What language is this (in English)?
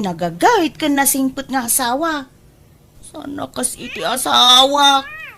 Iloko